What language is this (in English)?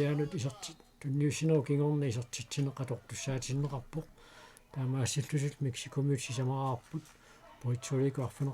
Kalaallisut